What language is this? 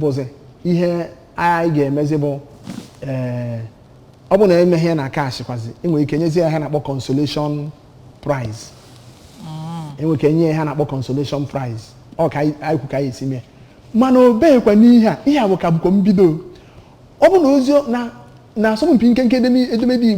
Igbo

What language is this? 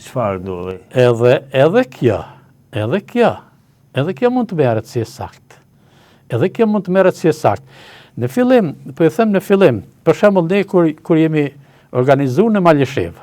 Albanian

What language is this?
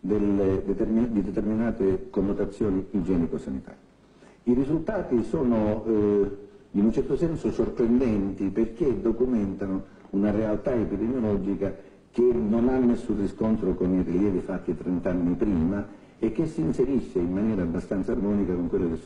Italian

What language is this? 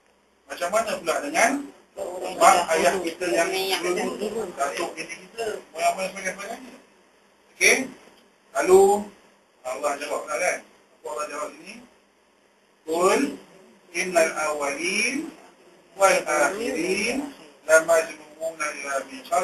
Malay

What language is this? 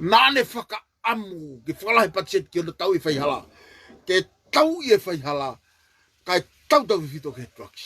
Tongan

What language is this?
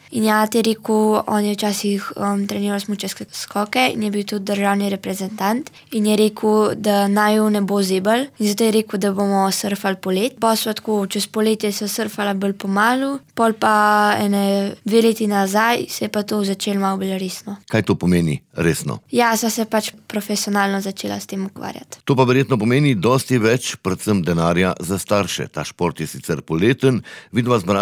Slovenian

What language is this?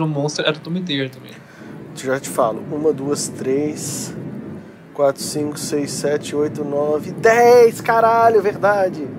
Portuguese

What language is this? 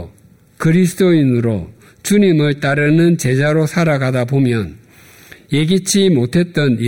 Korean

